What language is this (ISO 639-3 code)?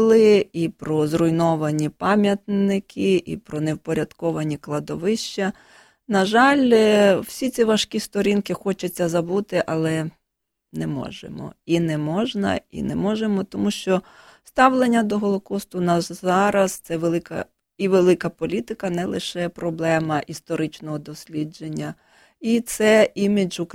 ukr